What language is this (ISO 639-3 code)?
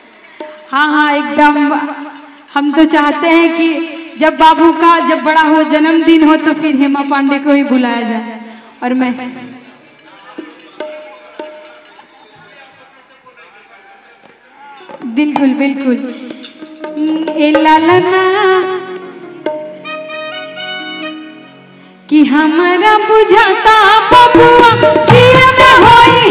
bho